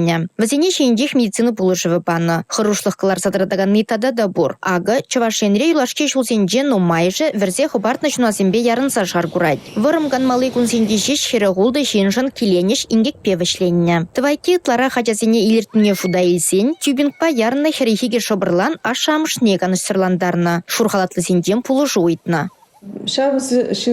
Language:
Chuvash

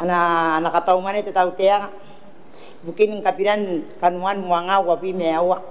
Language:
Gilbertese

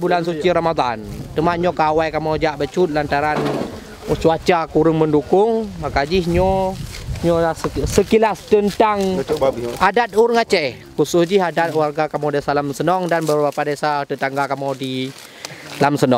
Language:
Achinese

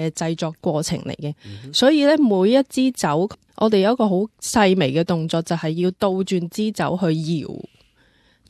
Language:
Cantonese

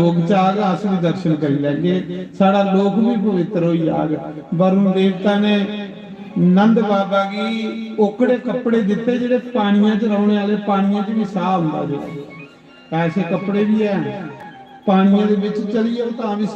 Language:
Dogri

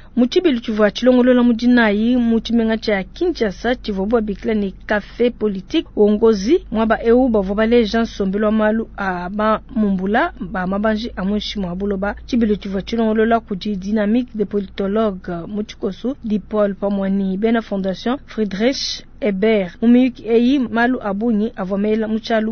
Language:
Luba-Lulua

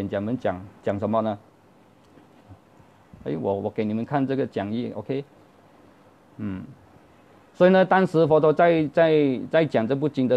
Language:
Chinese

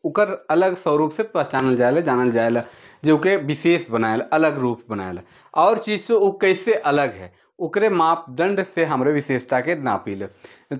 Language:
Sadri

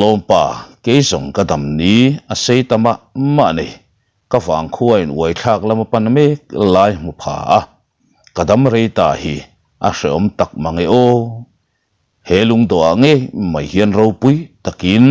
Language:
Mizo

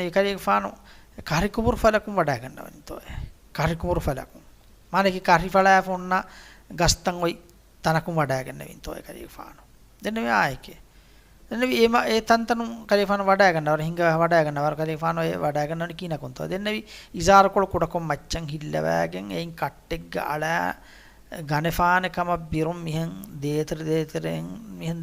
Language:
Divehi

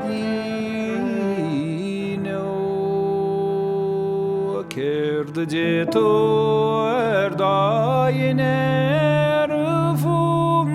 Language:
Irish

